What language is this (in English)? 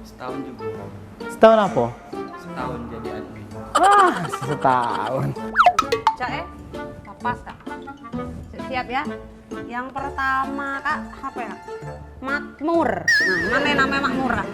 Musi